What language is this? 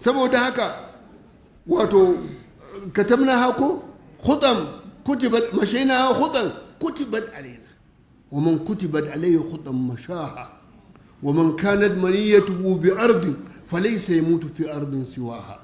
Hausa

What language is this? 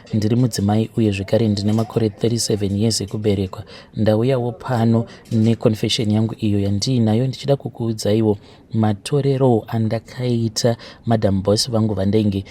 Shona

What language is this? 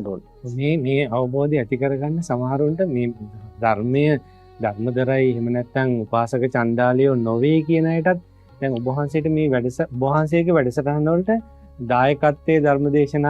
Sinhala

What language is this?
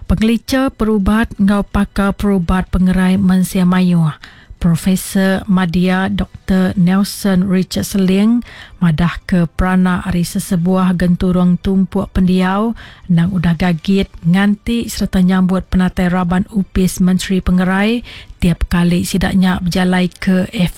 Iban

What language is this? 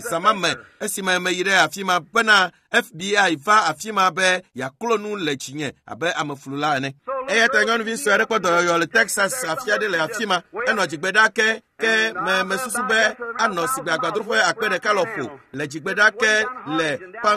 Ewe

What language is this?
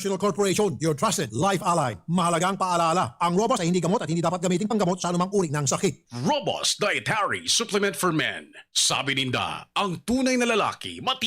Bikol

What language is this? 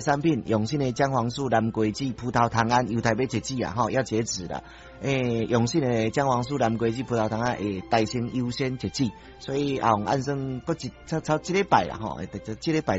Min Nan Chinese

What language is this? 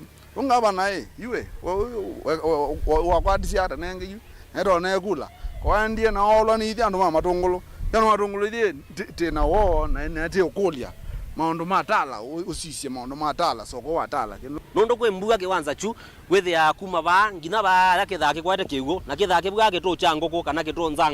Kamba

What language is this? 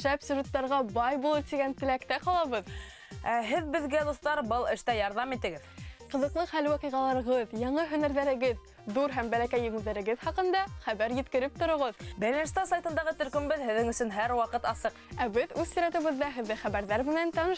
Bashkir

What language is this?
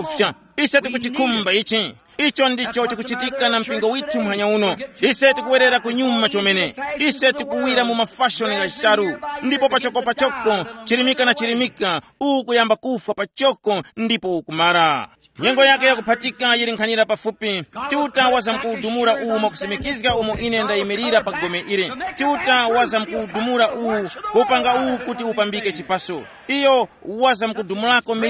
Tumbuka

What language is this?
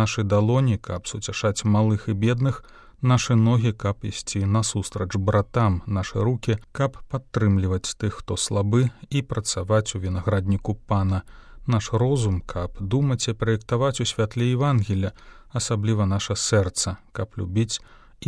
Belarusian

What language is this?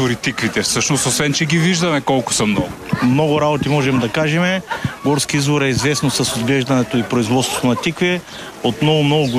Bulgarian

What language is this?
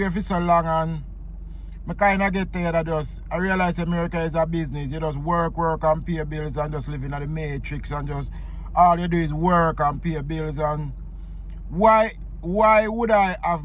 Jamaican Creole English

